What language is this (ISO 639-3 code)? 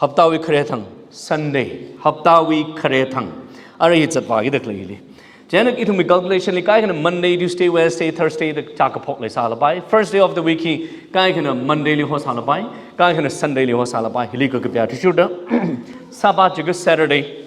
nmf